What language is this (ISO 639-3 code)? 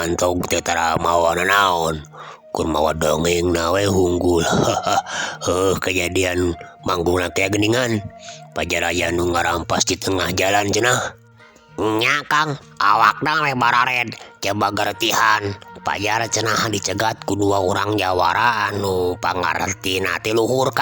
sun